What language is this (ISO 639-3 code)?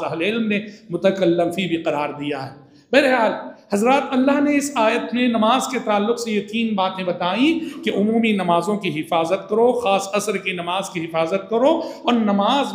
urd